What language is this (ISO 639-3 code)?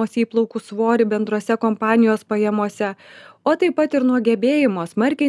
lit